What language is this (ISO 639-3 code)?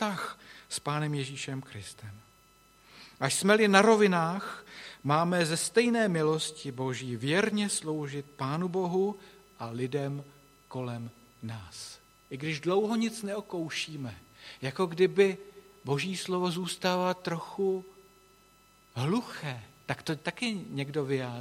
ces